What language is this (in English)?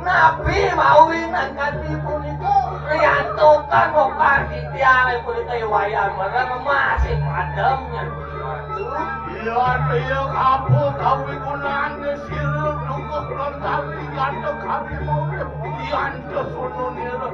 Balinese